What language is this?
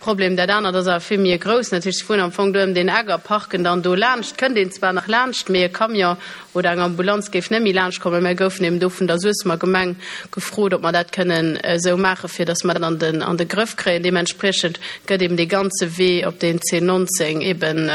Luxembourgish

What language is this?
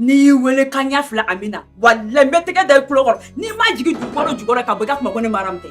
Bambara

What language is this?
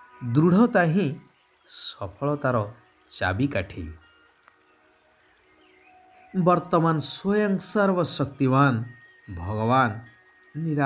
Odia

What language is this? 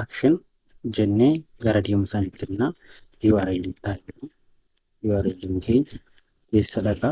Oromo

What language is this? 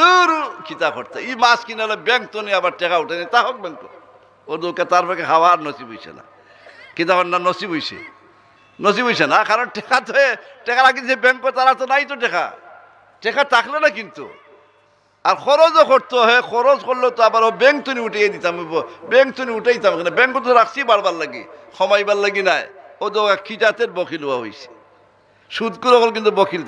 Sylheti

